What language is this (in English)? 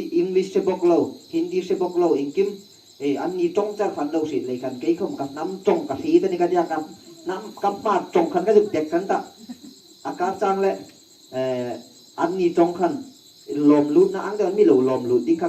Hmar